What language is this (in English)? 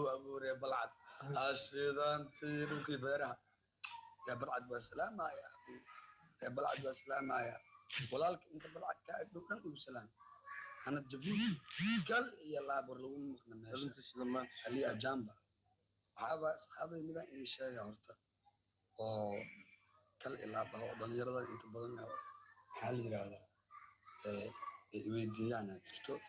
Somali